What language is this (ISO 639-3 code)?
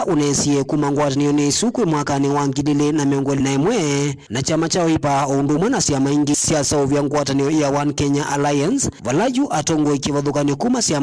kam